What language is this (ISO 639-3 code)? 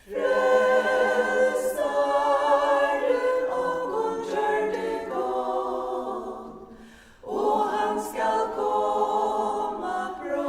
fao